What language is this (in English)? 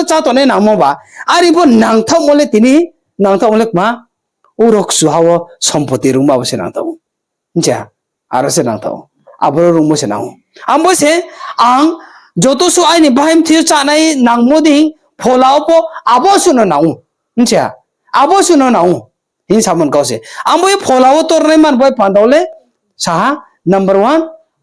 Riang (India)